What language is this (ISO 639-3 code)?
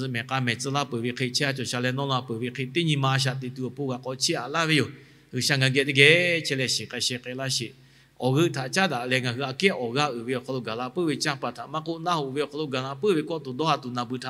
lhu